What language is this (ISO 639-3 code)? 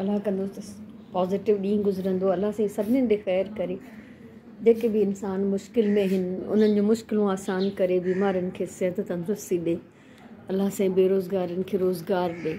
snd